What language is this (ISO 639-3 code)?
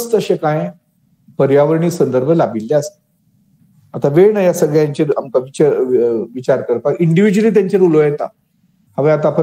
kok